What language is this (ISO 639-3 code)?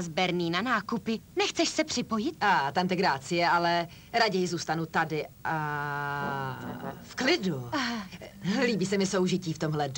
ces